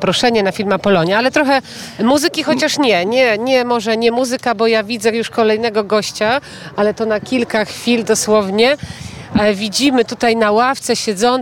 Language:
Polish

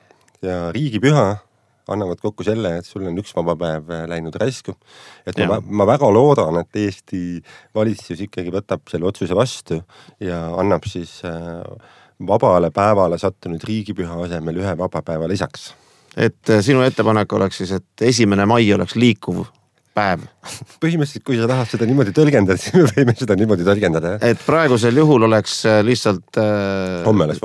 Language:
Estonian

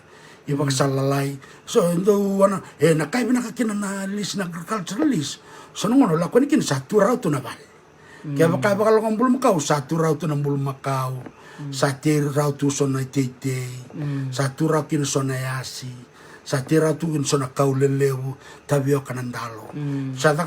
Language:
Fijian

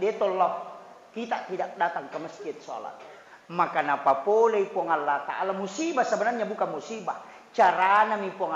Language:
Buginese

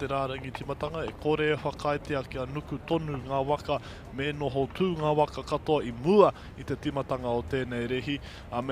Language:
Māori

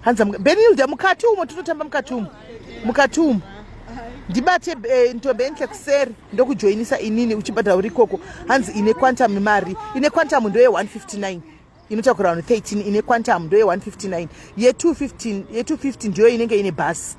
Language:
Shona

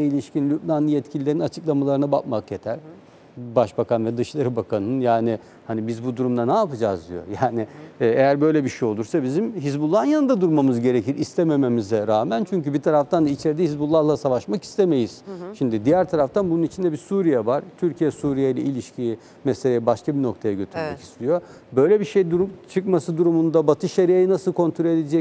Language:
Turkish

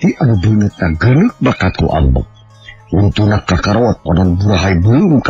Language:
Sundanese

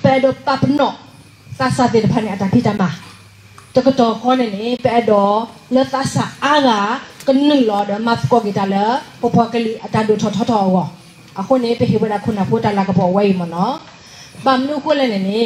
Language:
S'gaw Karen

